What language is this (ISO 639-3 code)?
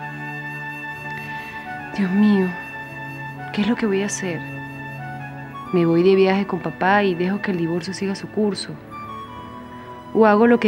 spa